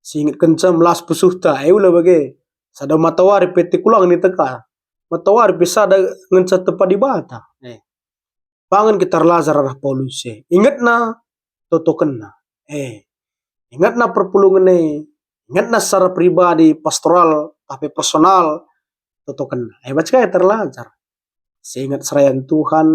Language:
Batak Karo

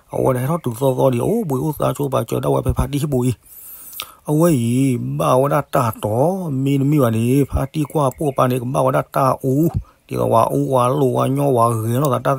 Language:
S'gaw Karen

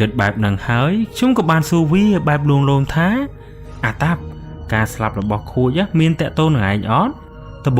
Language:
Khmer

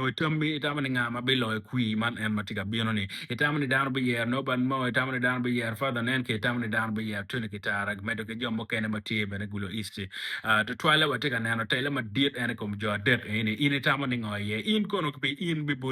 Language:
Acoli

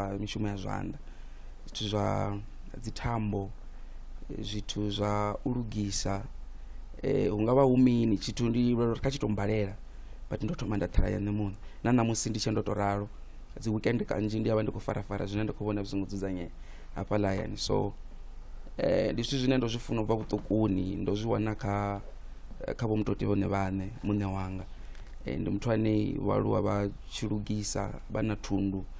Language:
Venda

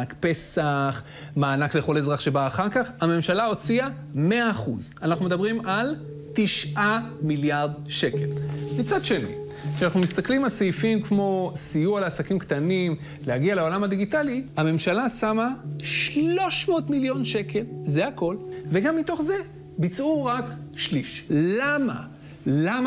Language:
Hebrew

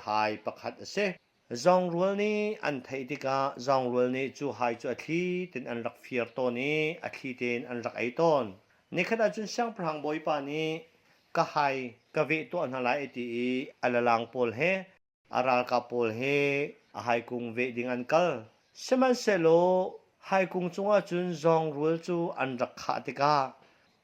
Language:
Hakha Chin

